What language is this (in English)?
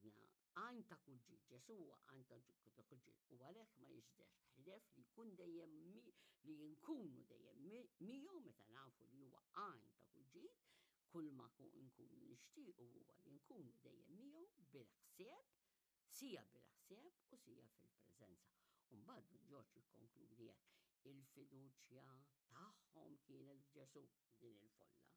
Maltese